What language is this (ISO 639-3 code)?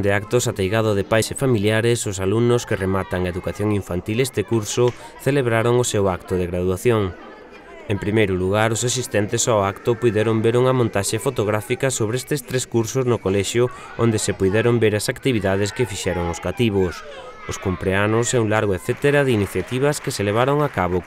glg